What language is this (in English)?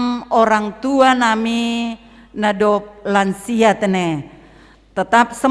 Batak Simalungun